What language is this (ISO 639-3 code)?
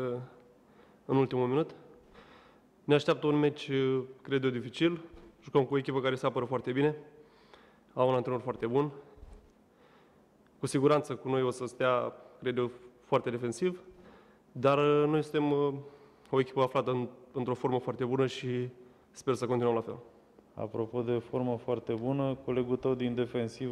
ron